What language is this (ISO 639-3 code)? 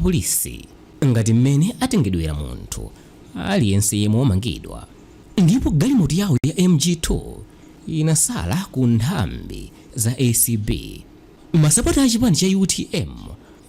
nya